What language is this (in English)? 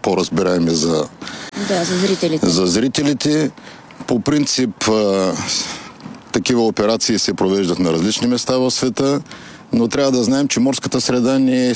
Bulgarian